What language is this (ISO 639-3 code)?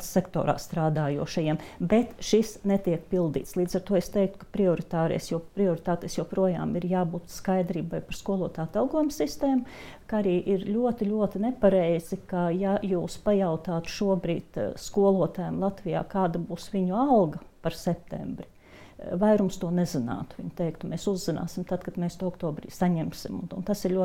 lav